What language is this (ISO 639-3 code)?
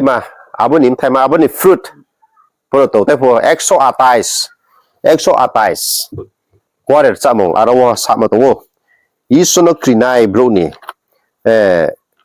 ria